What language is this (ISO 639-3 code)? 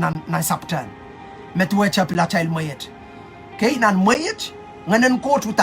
pon